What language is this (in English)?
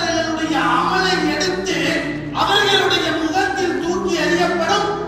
Tamil